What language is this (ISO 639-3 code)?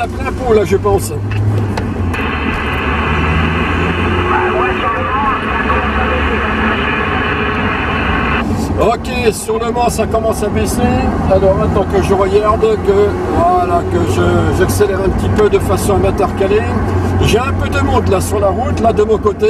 fra